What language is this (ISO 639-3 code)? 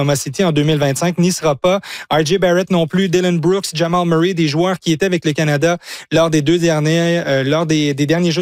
fra